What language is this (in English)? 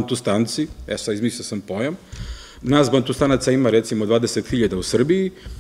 Serbian